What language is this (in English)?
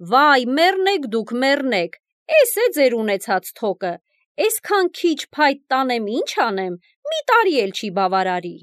Armenian